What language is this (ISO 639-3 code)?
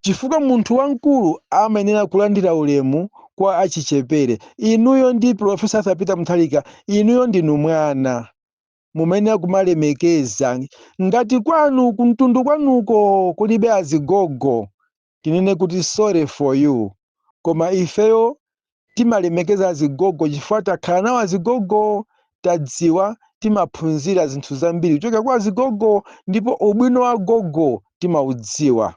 nya